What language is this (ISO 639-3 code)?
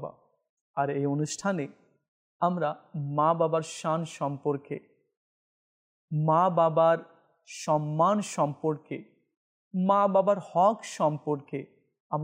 ben